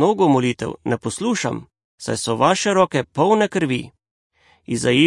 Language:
Slovenian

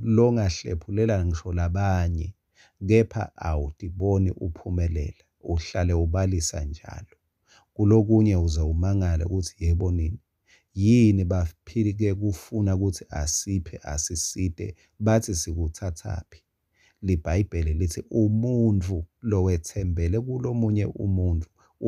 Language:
Swati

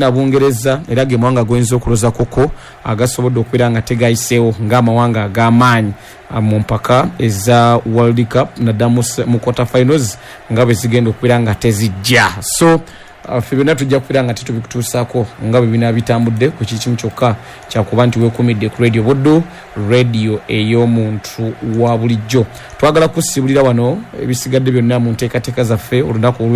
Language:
Ganda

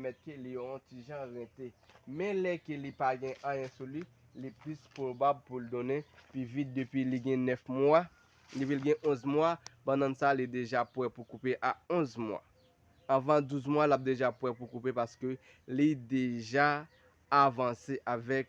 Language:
Haitian Creole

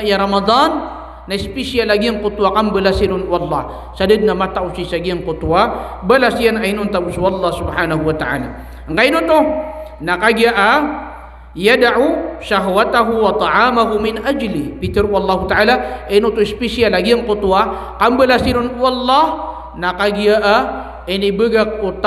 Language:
Maranao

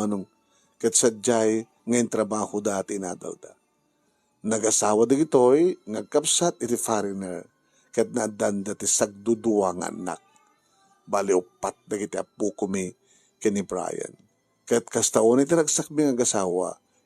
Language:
Iloko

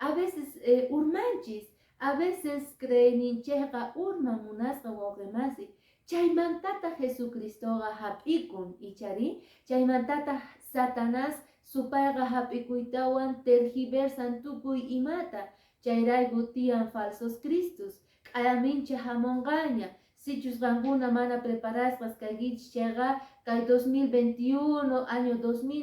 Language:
Quechua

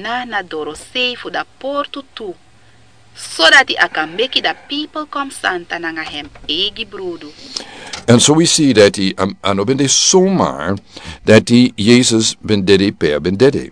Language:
Sranan Tongo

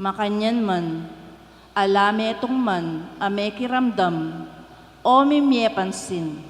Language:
Pampanga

